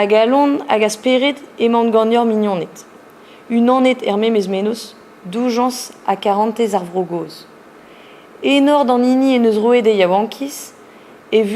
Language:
Breton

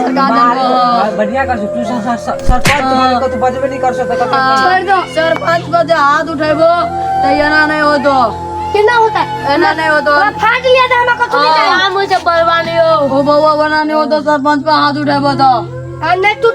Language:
Maithili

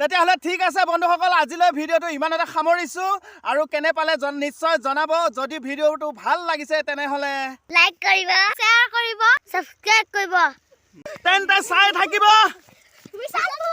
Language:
Assamese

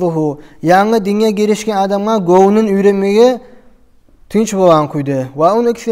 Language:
Kumyk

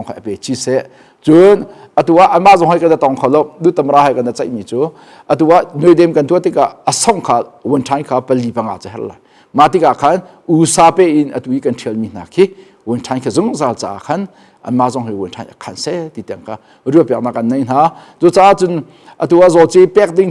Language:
Hakha Chin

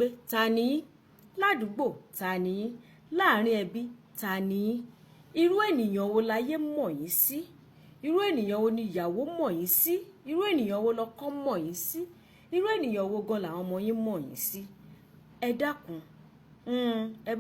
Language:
Yoruba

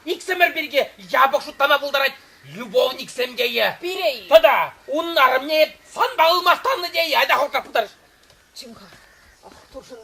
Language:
Chuvash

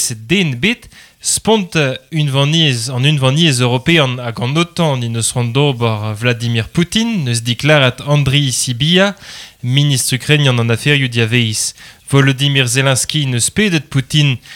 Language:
Breton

